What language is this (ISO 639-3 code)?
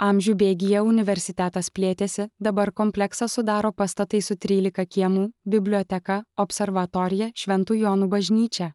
lit